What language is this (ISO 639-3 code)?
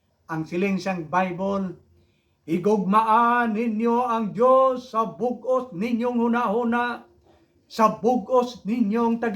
hil